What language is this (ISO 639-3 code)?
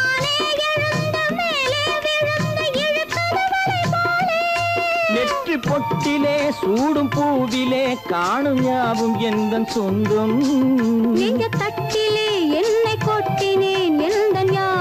tam